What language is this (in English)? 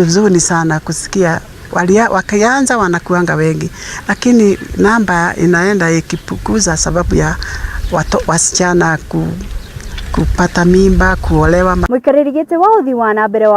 Kikuyu